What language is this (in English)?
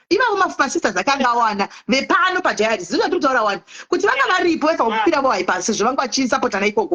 Shona